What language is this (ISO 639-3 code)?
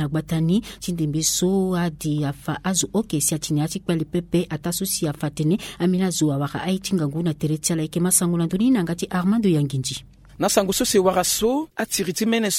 sag